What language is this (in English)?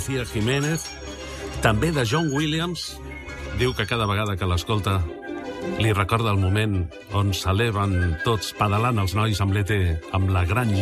Catalan